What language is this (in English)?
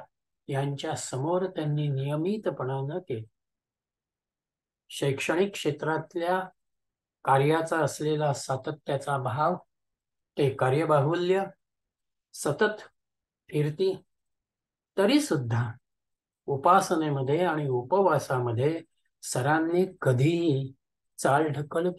Marathi